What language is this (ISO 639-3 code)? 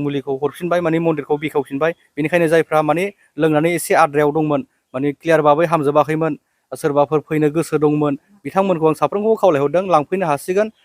brx